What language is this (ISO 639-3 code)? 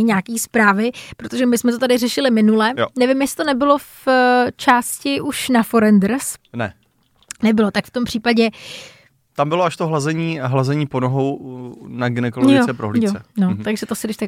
ces